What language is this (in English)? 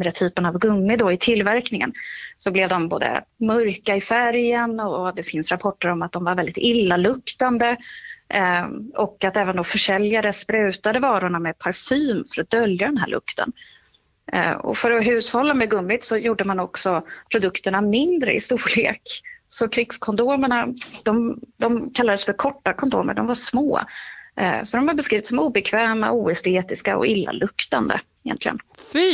Swedish